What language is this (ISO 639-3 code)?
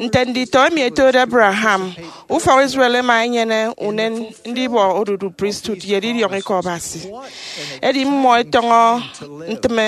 efi